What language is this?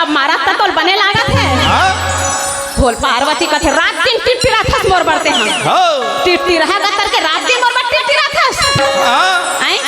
Chhattisgarhi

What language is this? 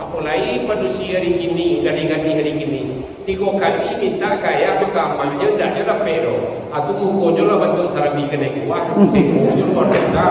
Minangkabau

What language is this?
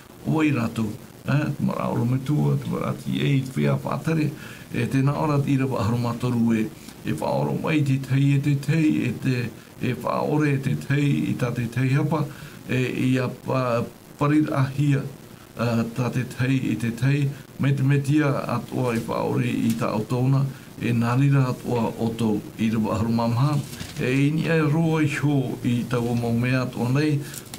Tahitian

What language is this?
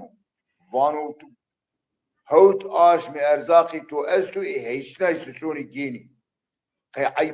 Zaza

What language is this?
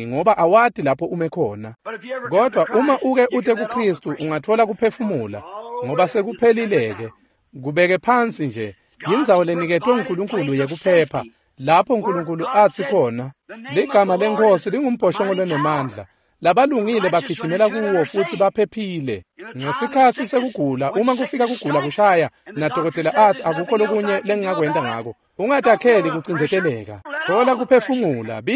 Swati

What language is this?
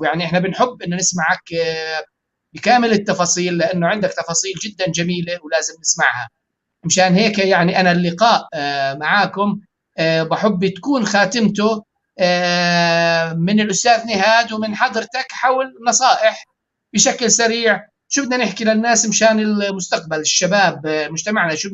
North Levantine Arabic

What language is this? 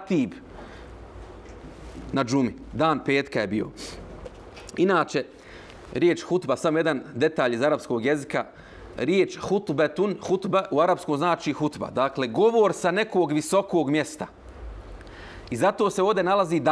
Bosnian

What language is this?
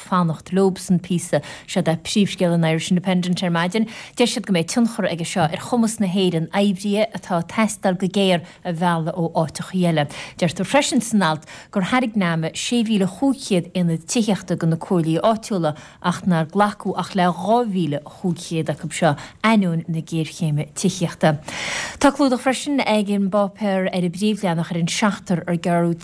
Irish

